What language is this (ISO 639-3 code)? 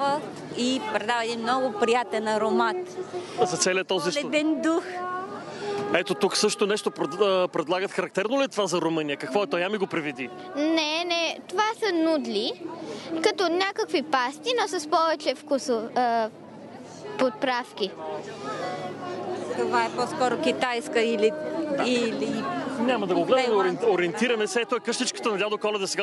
bul